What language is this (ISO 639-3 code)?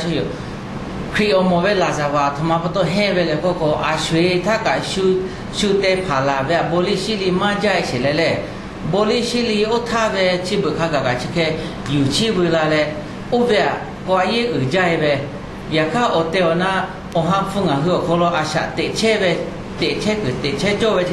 lhu